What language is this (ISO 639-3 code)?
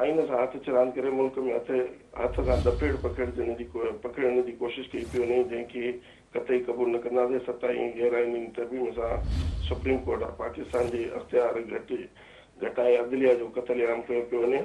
snd